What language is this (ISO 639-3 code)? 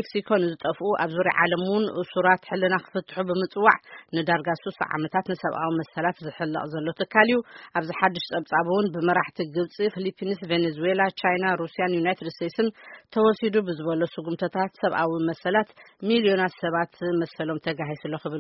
tir